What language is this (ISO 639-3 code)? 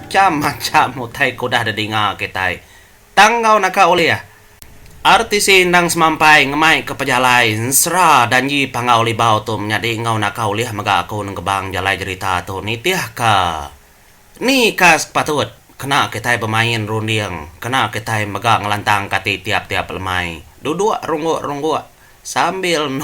iba